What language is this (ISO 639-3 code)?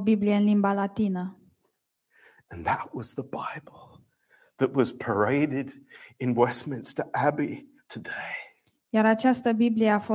ron